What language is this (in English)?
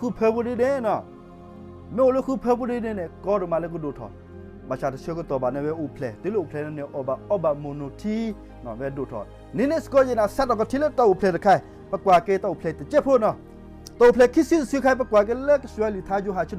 S'gaw Karen